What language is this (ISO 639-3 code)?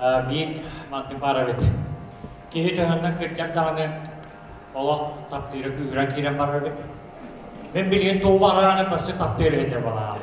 sah